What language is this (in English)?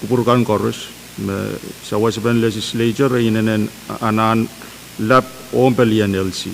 Pohnpeian